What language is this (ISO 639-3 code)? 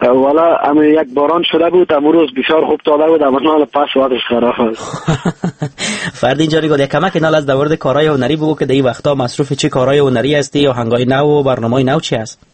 fas